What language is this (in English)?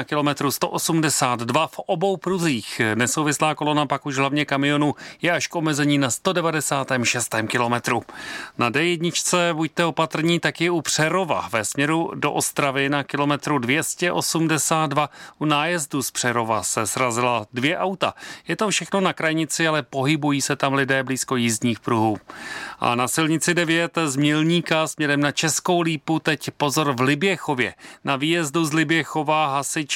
Czech